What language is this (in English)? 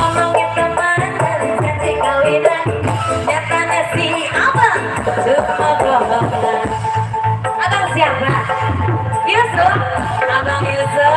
Betawi